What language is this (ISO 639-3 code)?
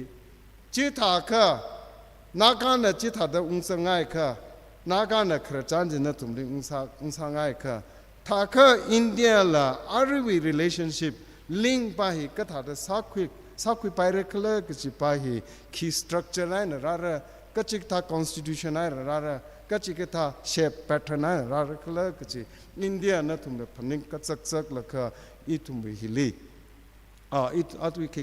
nmf